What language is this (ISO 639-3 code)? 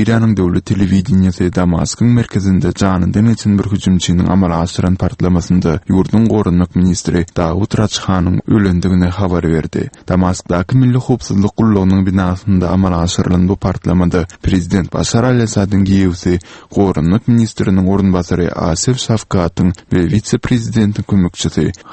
tuk